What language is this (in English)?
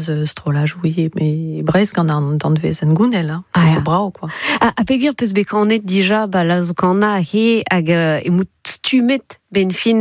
Breton